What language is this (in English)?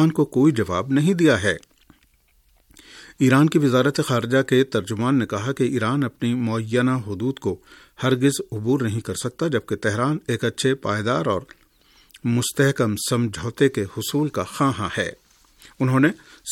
Urdu